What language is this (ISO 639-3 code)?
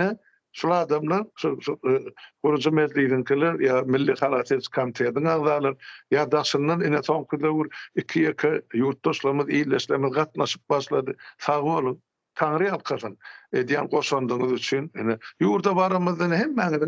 tuk